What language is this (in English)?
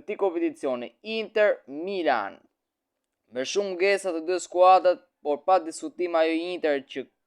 Albanian